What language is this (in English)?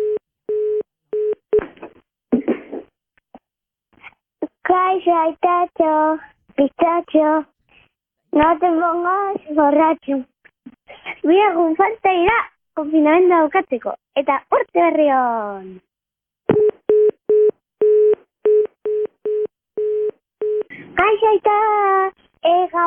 Basque